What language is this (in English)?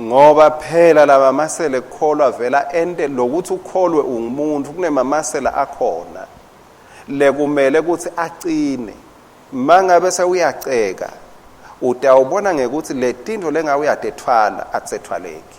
Swati